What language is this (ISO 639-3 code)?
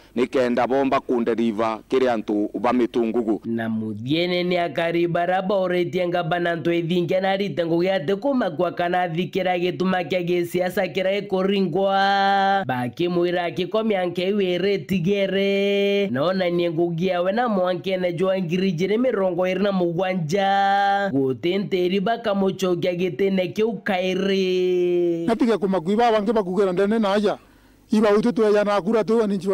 mer